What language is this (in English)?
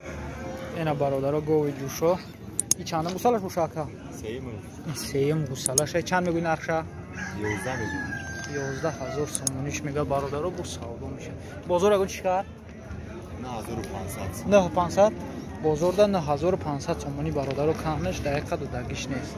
Tajik